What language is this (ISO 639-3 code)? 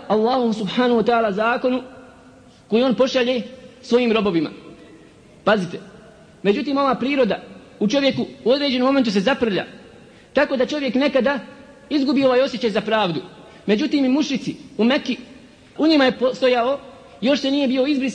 bos